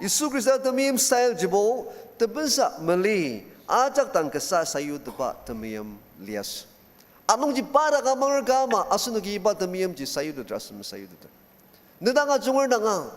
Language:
Ao Naga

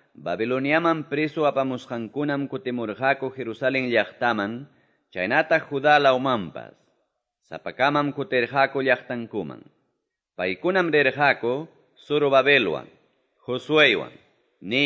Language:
Quechua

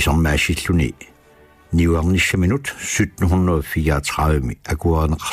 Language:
Kalaallisut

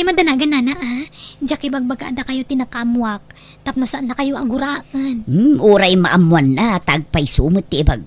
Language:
Iloko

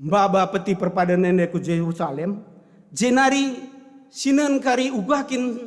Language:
Batak Karo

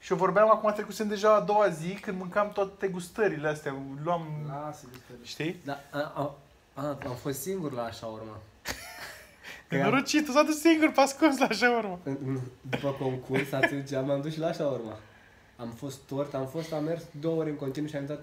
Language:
Romanian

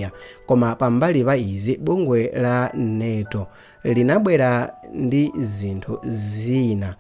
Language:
Nyanja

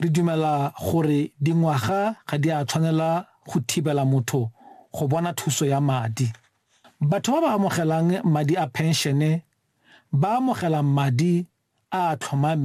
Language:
Tswana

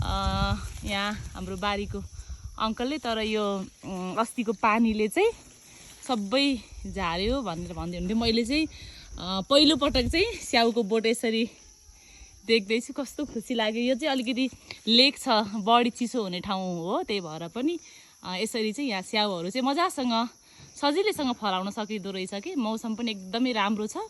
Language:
Nepali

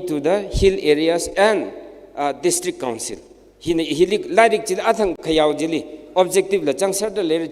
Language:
Tangkhul Naga (India)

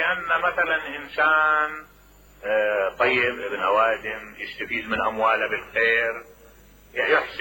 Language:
Mesopotamian Arabic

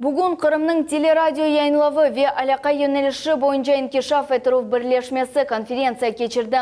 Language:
Crimean Tatar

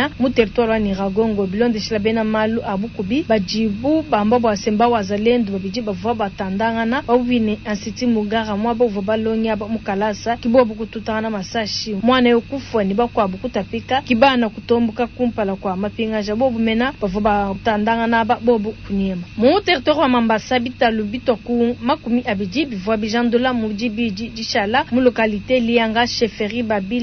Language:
Luba-Lulua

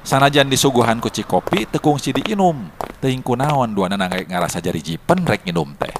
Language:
Sundanese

